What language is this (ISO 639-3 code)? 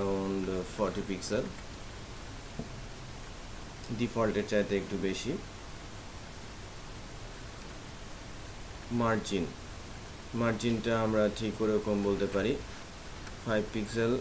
ben